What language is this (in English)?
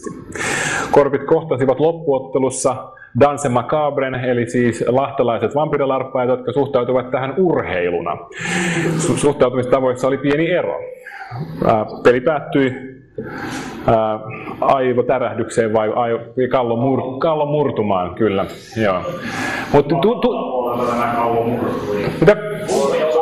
Finnish